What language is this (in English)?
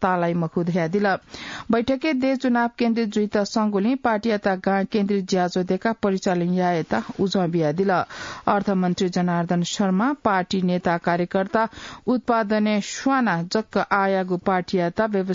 Newari